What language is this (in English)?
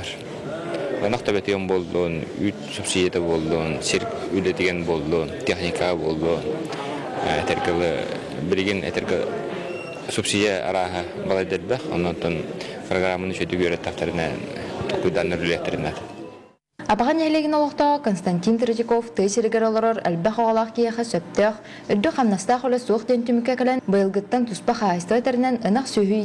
Yakut